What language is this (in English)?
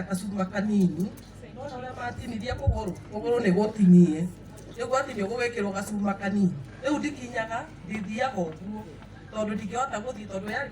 Kikuyu